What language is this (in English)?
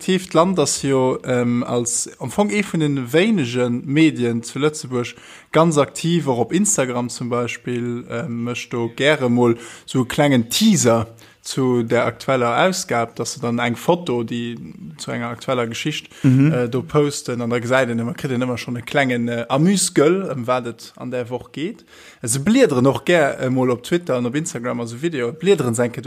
Luxembourgish